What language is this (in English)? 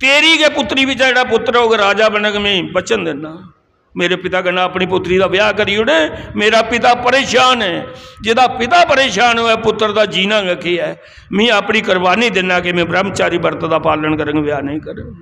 Dogri